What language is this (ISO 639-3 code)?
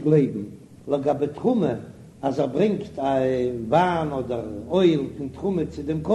yid